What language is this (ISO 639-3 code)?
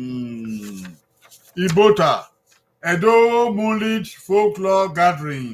bin